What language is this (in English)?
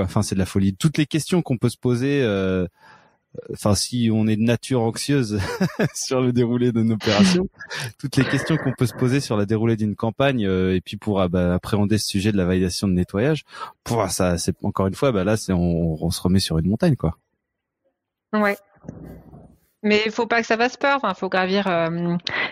French